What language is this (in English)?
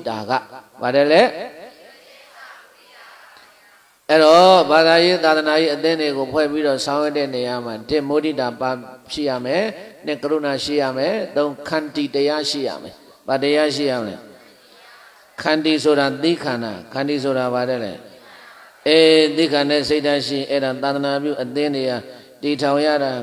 Burmese